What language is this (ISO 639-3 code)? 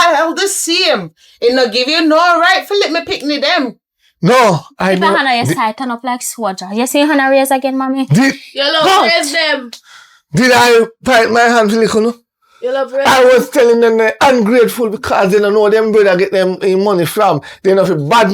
jam